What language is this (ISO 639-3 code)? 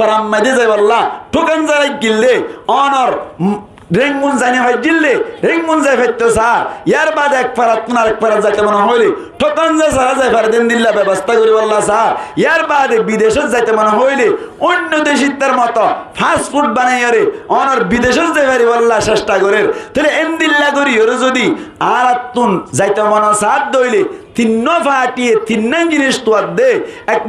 rhg